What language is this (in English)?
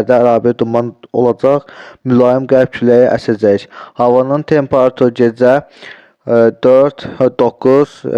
Azerbaijani